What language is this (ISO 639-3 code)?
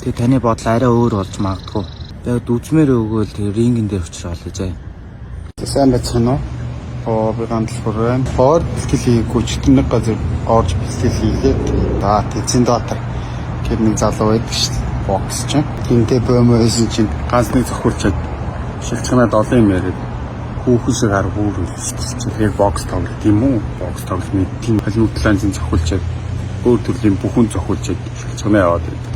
mon